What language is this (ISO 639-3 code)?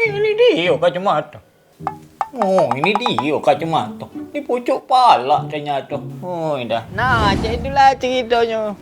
mui